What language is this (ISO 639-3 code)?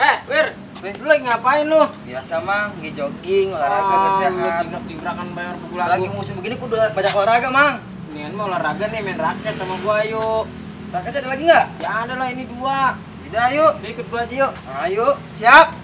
bew